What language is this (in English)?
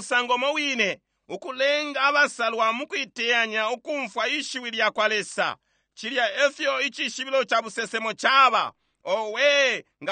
Bemba